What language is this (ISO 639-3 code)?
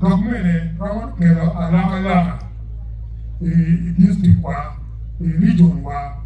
ach